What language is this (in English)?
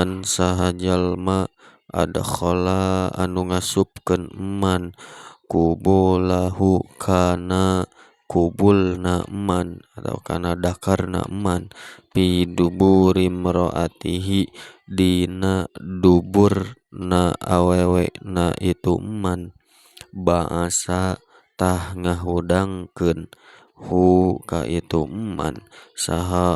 Sundanese